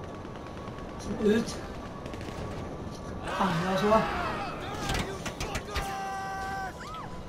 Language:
Swedish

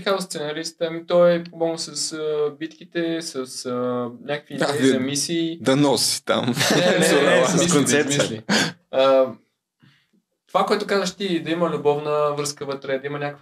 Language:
Bulgarian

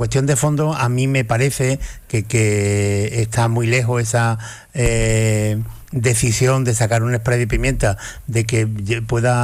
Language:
Spanish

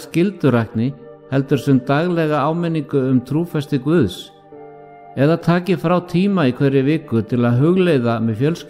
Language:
Icelandic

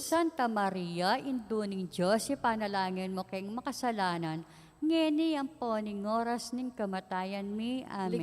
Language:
Pampanga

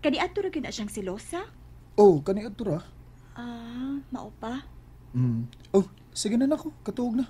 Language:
Cebuano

